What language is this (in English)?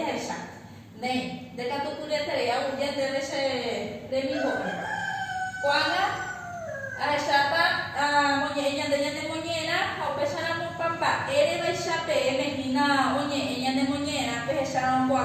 Guarani